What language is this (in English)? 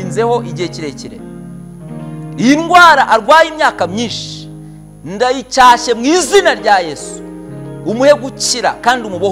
Kinyarwanda